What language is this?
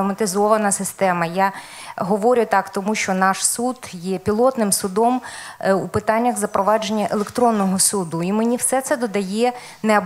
Ukrainian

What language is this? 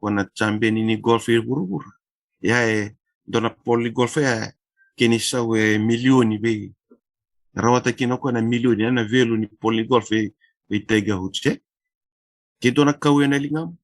Fijian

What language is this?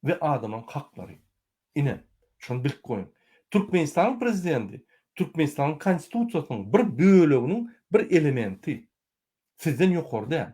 Turkmen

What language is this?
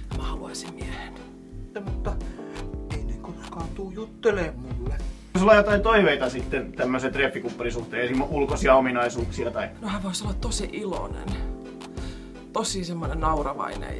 Finnish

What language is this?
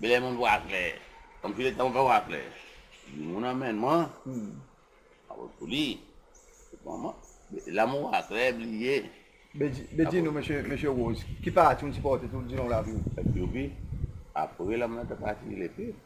Seselwa Creole French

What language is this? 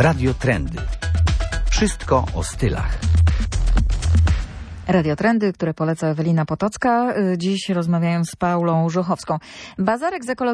Polish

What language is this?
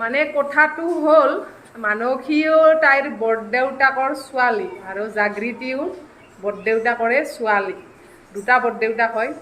Assamese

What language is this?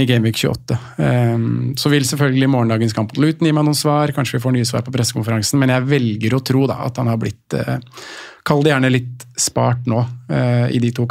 Norwegian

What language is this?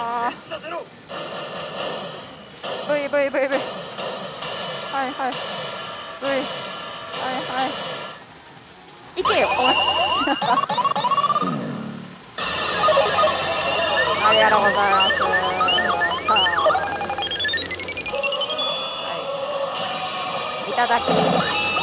Japanese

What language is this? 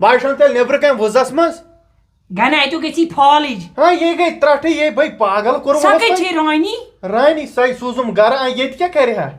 Kashmiri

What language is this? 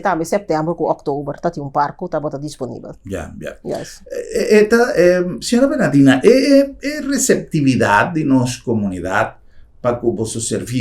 Papiamento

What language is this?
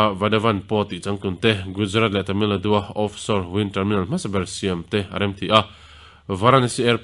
Mizo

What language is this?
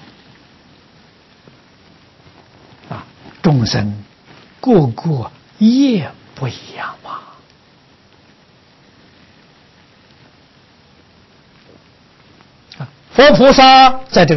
Chinese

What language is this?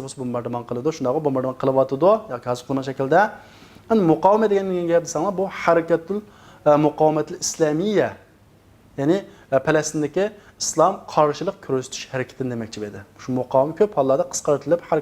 Uyghur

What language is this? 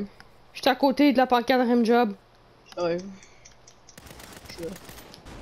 French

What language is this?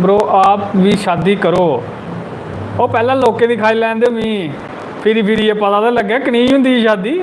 Dogri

